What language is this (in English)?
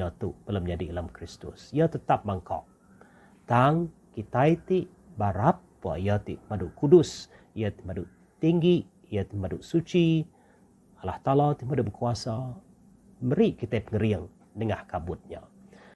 Iban